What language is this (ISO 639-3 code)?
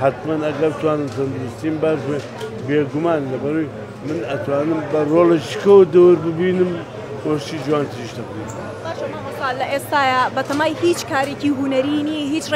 ckb